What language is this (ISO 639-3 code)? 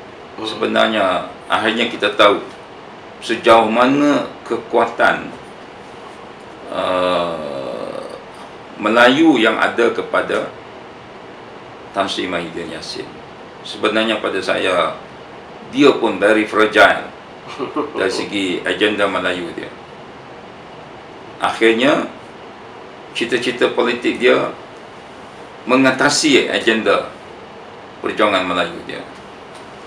msa